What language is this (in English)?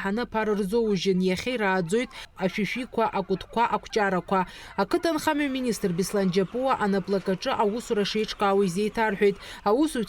Abkhazian